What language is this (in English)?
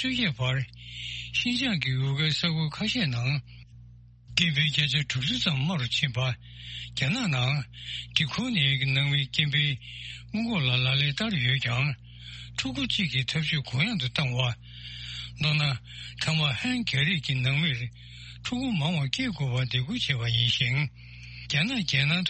Tibetan